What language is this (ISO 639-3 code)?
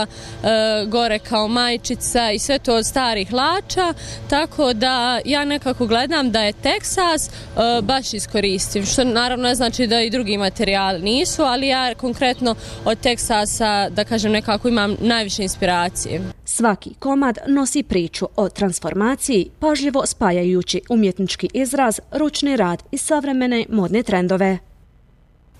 bos